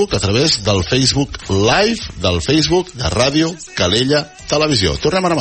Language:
Catalan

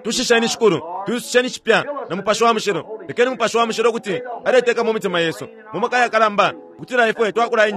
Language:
Bemba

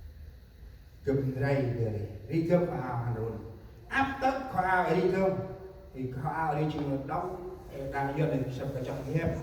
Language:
Central Mnong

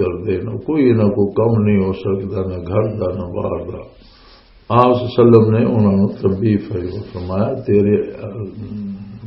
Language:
Western Panjabi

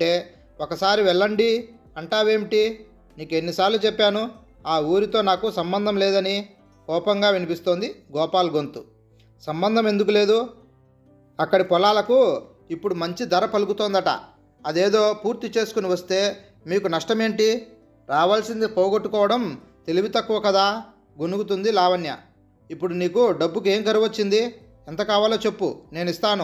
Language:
Telugu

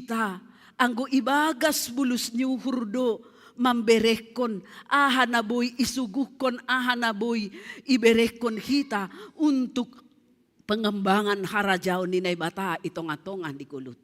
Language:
Batak Simalungun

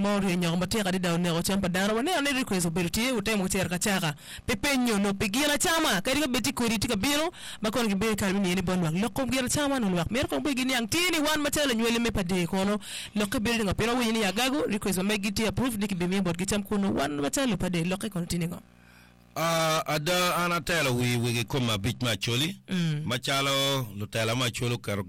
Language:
Acoli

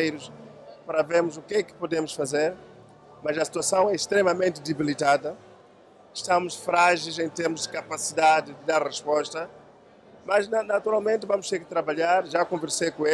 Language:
Portuguese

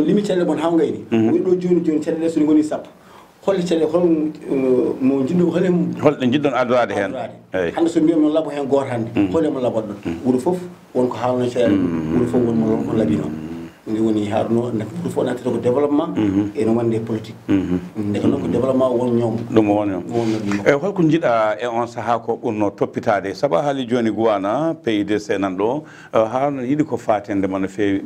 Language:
Fula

